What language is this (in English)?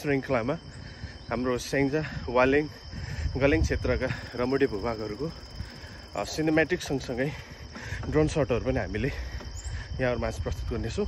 Nepali